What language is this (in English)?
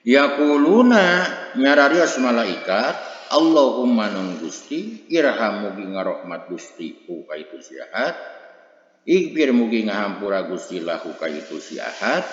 Sundanese